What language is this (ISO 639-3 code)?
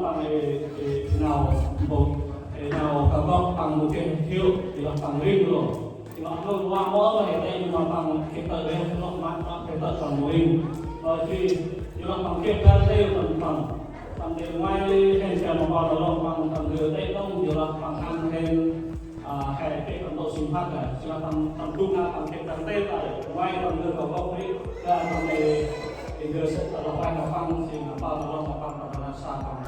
cmo